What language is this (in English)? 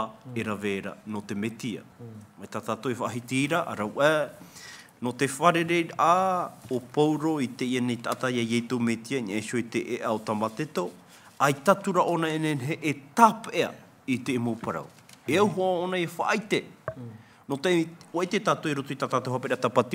Tahitian